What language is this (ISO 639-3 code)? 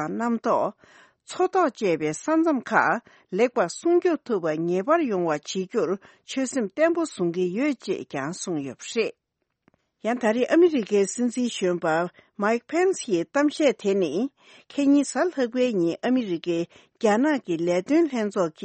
bod